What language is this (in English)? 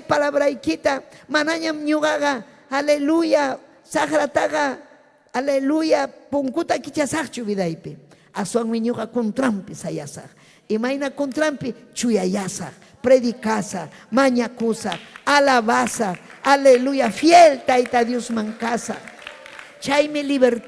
Ayacucho Quechua